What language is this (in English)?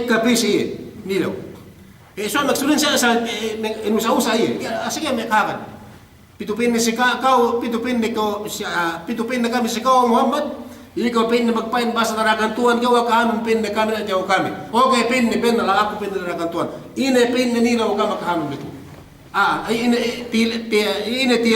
Yakan